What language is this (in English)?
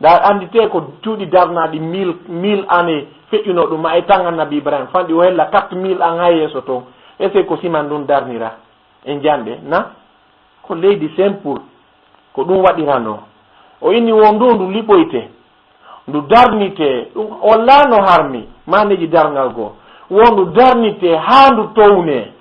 Fula